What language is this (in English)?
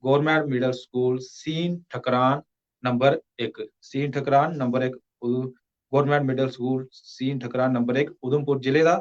Dogri